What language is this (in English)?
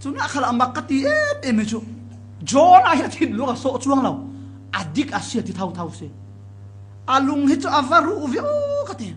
Falam Chin